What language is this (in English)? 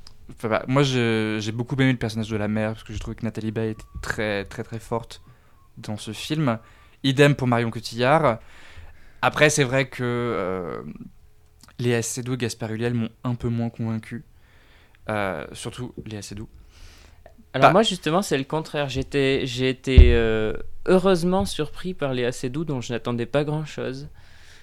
French